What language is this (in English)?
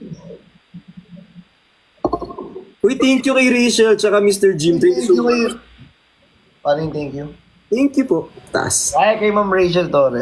Filipino